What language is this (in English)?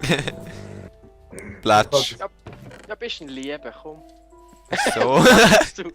Swiss German